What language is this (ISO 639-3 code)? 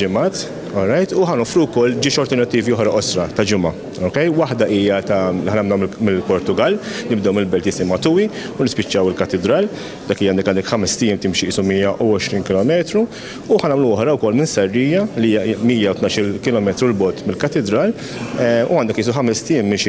mlt